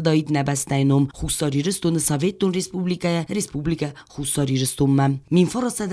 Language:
Ossetic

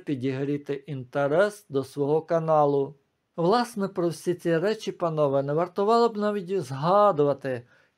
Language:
Ukrainian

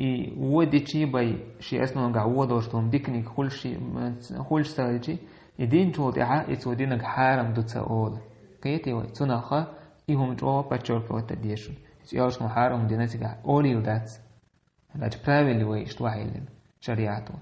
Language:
Chechen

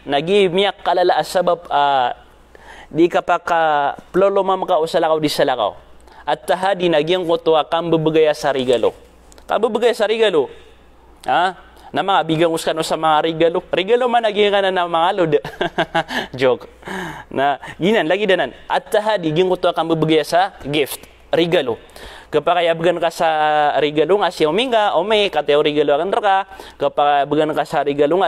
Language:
Maranao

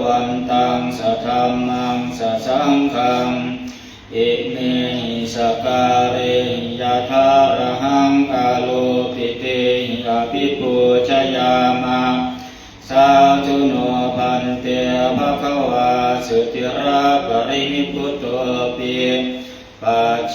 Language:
Pali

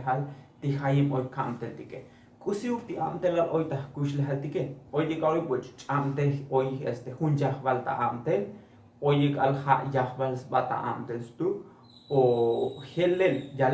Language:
Tzotzil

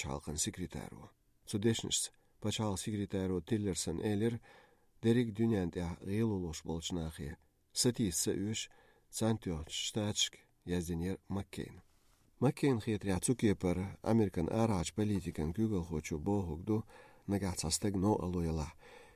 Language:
Chechen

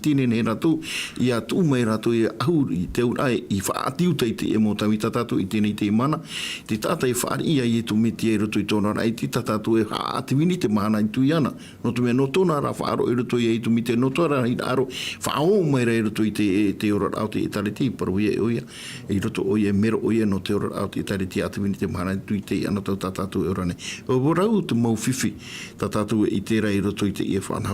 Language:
Tahitian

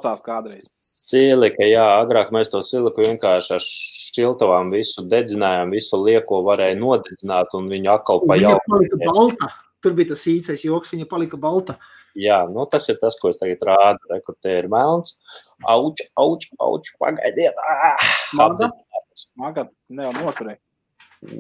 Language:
Latvian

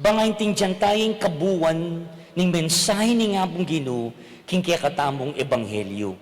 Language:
Pampanga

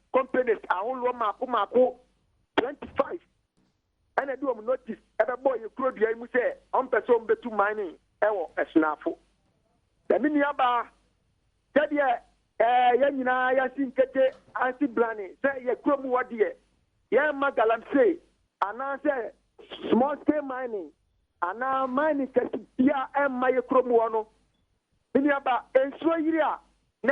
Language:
Akan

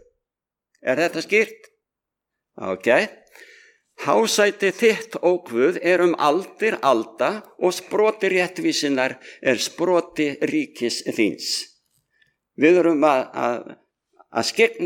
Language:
Icelandic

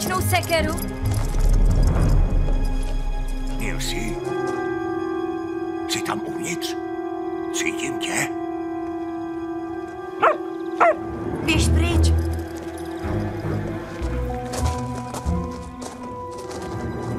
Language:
Czech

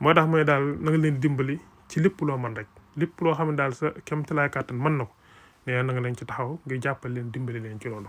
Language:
Wolof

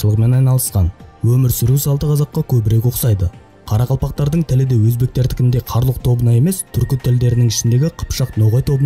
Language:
Kara-Kalpak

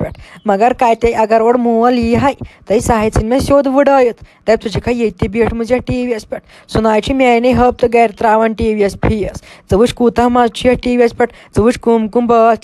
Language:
Kashmiri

